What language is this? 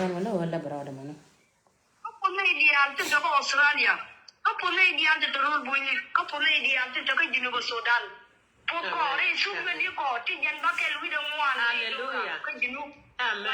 Nuer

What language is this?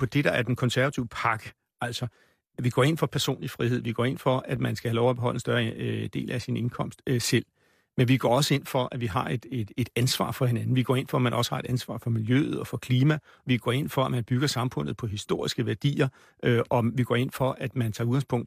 Danish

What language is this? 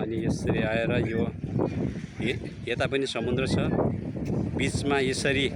Nepali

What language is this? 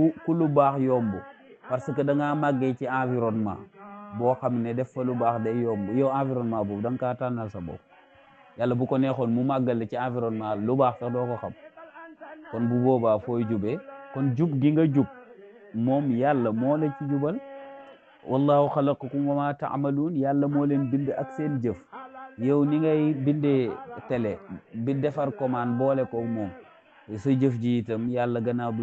Wolof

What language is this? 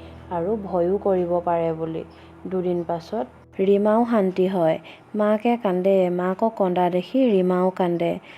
Assamese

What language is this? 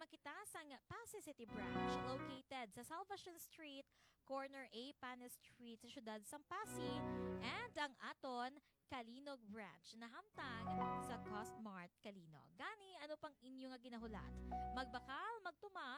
Hiligaynon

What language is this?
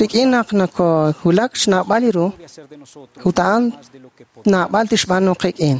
Kekchí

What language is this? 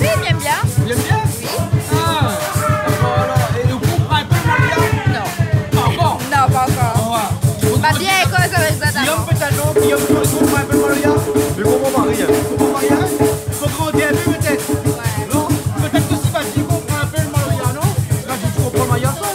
Réunion Creole French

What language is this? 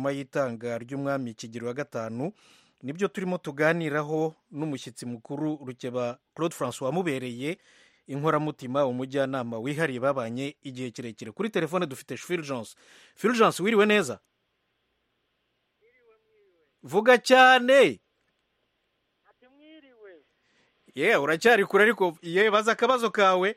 Kinyarwanda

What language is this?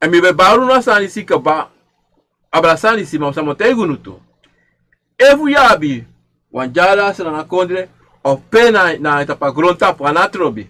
Sranan Tongo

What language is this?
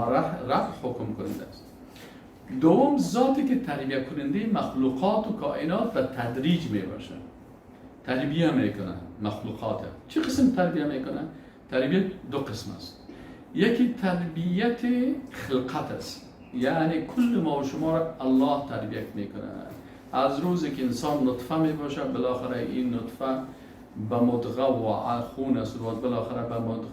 Persian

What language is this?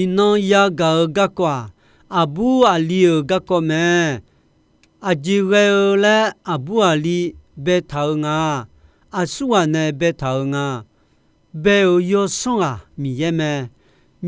Akha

